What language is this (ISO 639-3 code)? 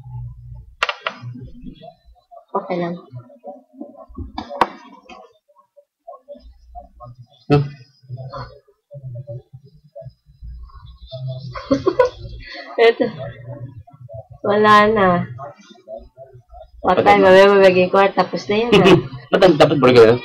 fil